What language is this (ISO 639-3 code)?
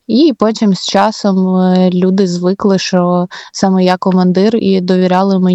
ukr